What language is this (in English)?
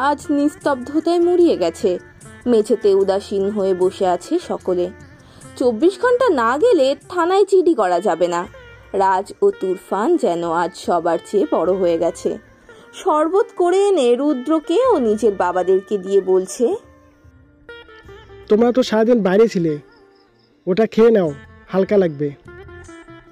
Bangla